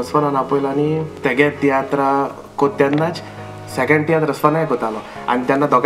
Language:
Konkani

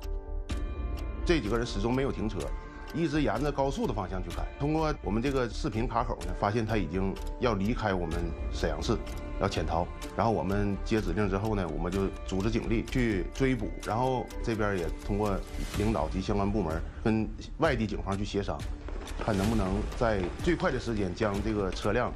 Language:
Chinese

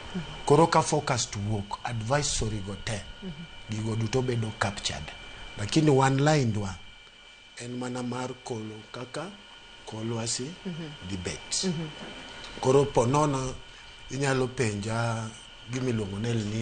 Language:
Luo (Kenya and Tanzania)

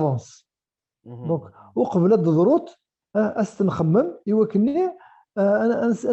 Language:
Kabyle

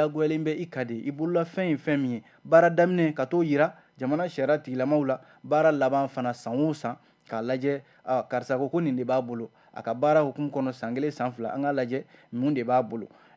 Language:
Bambara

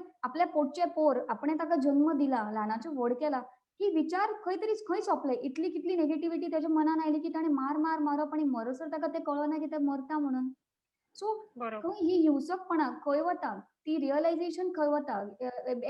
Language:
Konkani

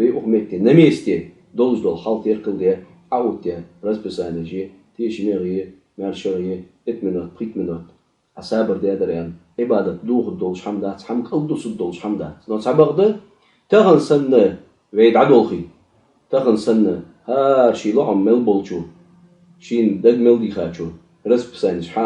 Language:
Ingush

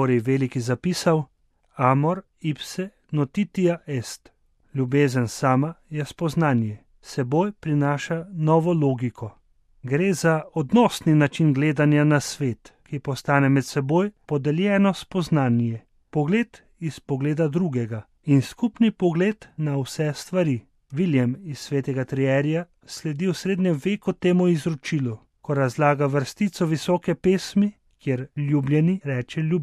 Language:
Slovenian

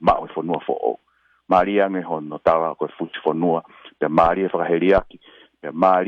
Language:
Tongan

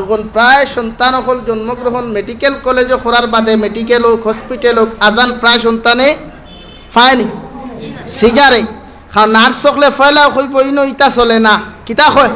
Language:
Sylheti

